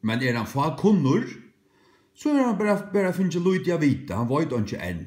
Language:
Faroese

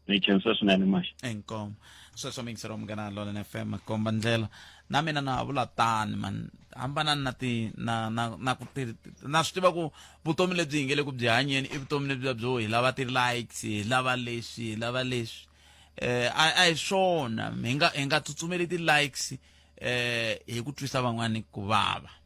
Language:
Tsonga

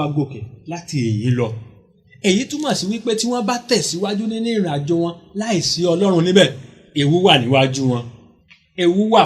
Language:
Yoruba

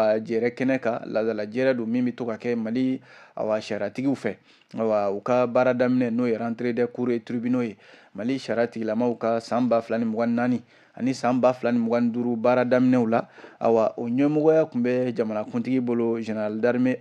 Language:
Bambara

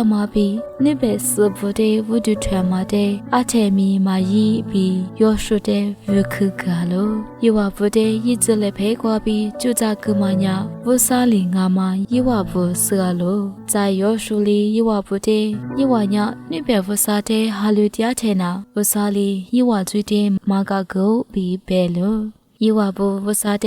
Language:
Lisu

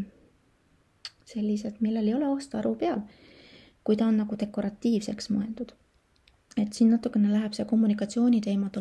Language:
Estonian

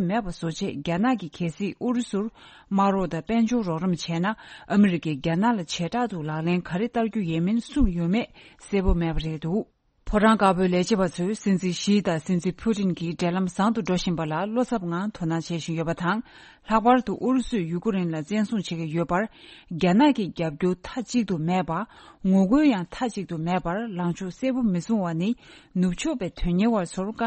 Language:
Tibetan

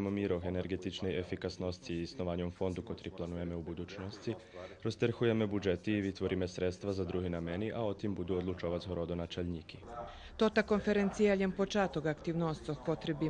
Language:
Rusyn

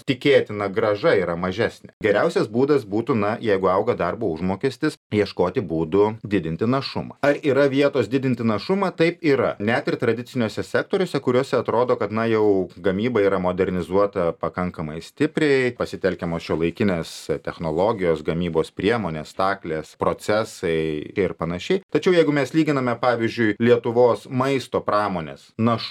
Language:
Lithuanian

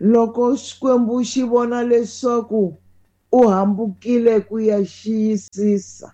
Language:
Tsonga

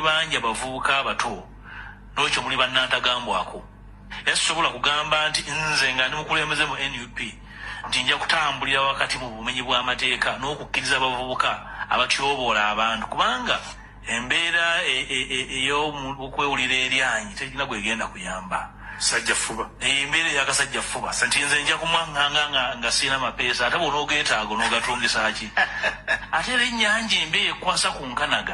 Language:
Ganda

